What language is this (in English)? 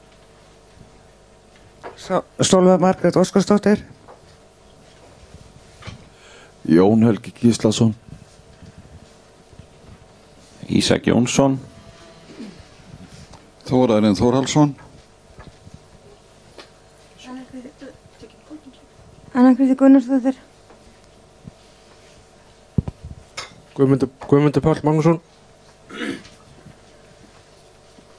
Icelandic